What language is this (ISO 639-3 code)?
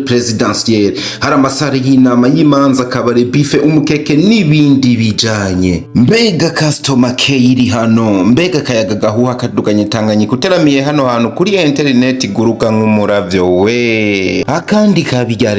run